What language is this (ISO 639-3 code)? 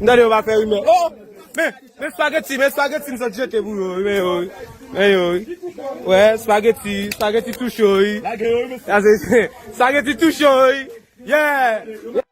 hat